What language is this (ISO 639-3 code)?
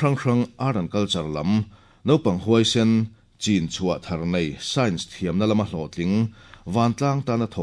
lus